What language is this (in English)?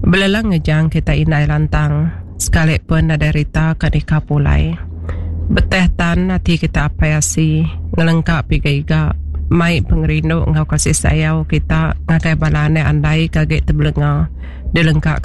Iban